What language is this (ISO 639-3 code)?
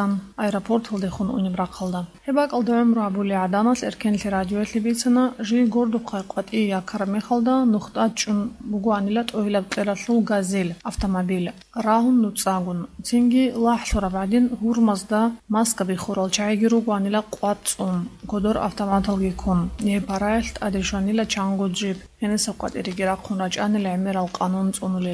ava